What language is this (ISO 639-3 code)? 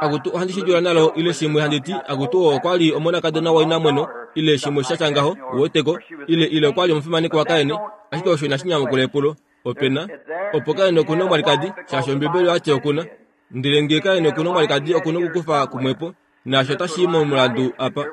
kua